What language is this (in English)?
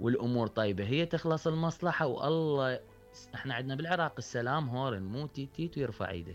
Mesopotamian Arabic